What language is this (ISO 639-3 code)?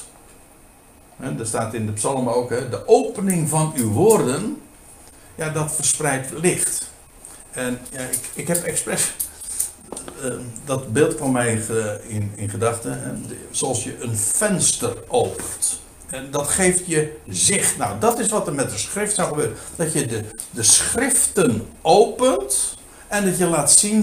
nld